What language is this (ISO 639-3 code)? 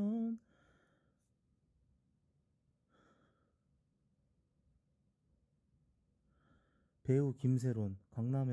kor